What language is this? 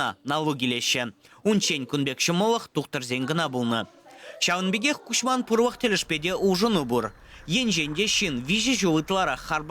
Chuvash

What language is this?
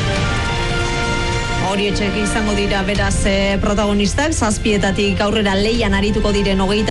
Basque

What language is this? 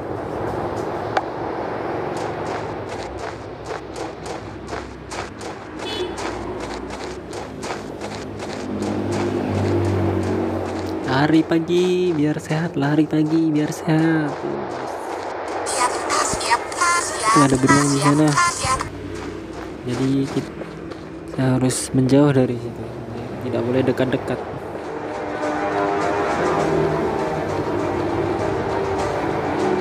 Indonesian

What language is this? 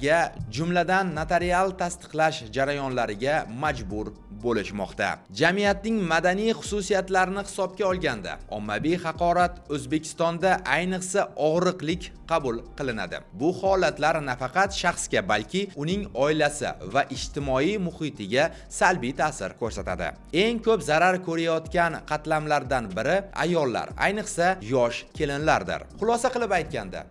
Uzbek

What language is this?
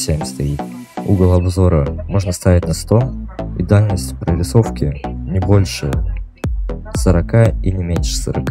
Russian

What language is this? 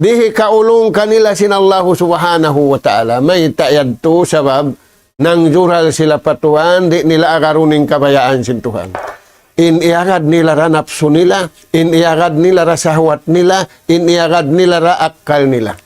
Tausug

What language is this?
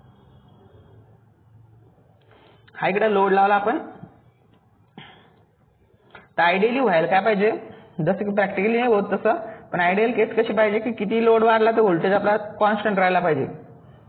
Marathi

